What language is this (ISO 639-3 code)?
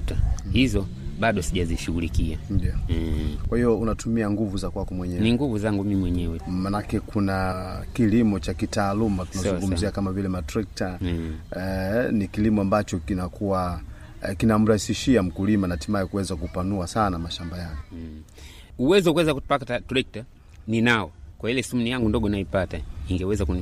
swa